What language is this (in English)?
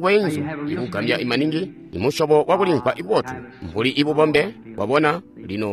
Tonga (Zambia)